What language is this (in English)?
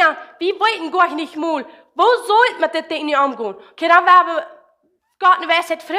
Plautdietsch